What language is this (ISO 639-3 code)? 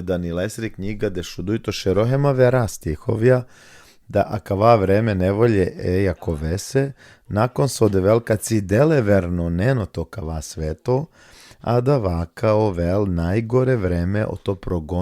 rmn